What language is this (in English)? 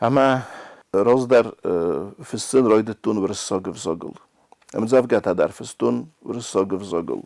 Ossetic